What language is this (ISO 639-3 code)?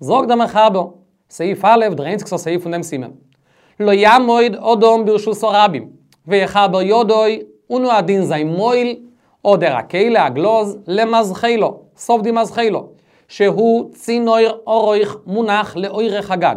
yid